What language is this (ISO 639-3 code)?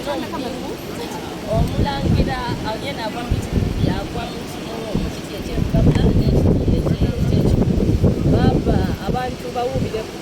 xog